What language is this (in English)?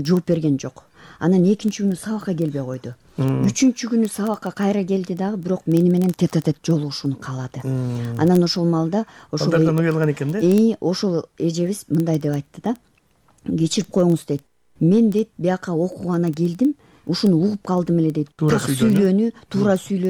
Kyrgyz